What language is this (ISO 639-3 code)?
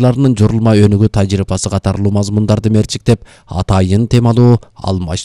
kir